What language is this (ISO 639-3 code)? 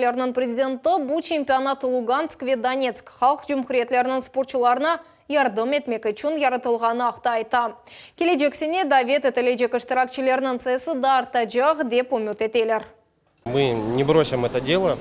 crh